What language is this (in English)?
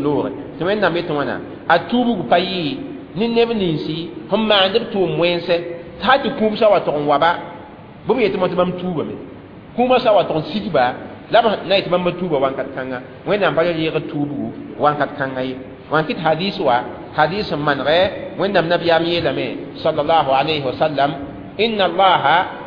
Mossi